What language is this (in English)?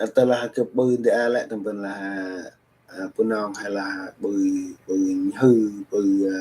Central Mnong